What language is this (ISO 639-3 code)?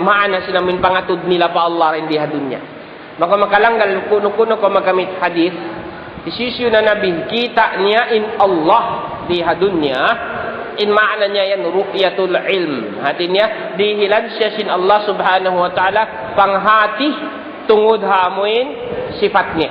tsg